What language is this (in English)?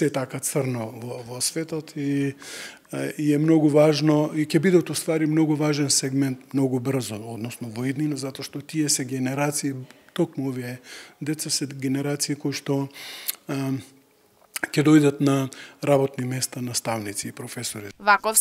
Macedonian